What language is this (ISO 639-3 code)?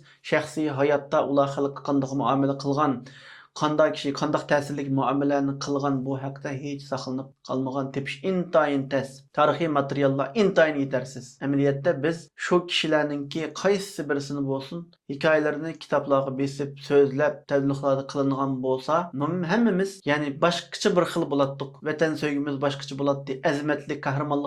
uig